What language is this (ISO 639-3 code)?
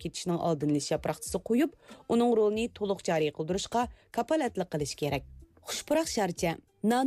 uig